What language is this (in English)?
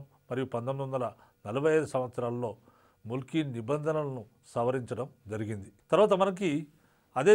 Telugu